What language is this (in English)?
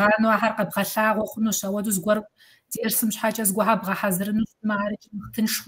Kabardian